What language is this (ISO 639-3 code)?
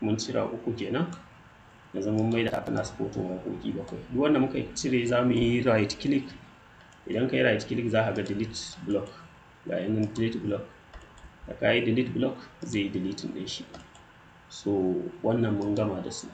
hau